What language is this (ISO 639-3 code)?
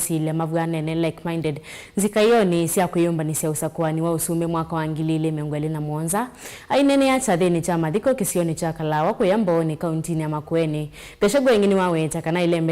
kam